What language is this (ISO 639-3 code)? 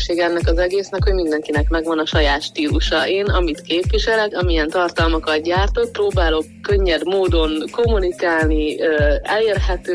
hun